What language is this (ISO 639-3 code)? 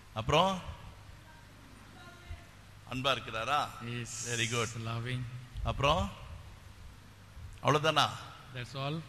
tam